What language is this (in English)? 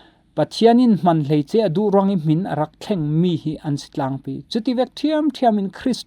Falam Chin